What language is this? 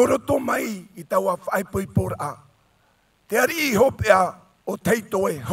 Tahitian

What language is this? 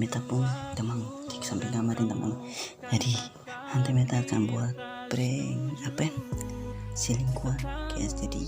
Ambonese Malay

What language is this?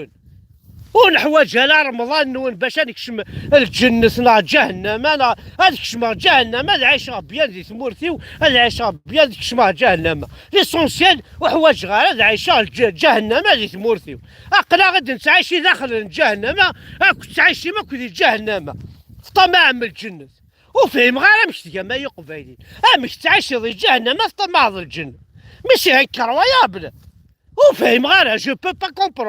Kabyle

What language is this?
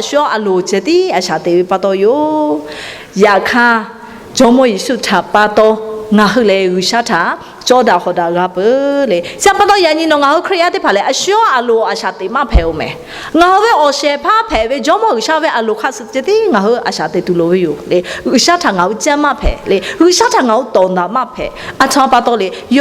Lahu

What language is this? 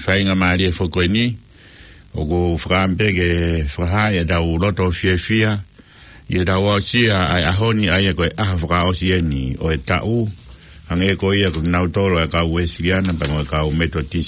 Tongan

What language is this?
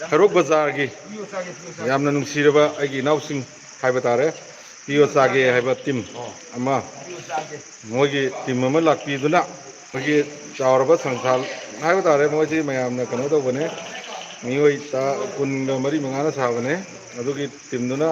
Manipuri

